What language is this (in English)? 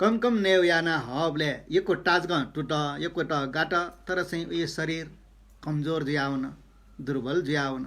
Newari